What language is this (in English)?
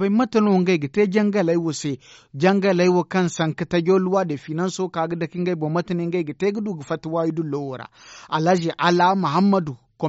Zarma